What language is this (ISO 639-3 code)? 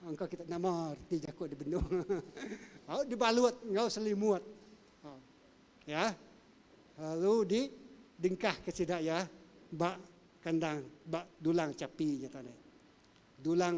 iba